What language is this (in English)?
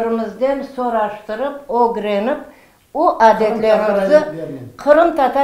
Crimean Tatar